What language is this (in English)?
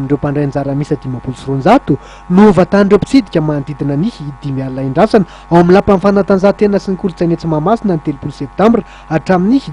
Malagasy